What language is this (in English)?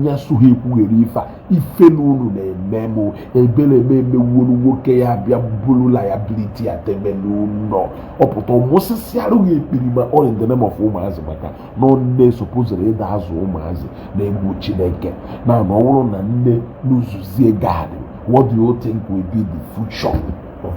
Igbo